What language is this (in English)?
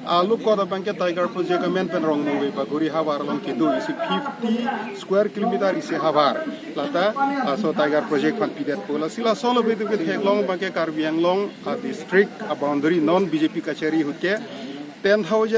Karbi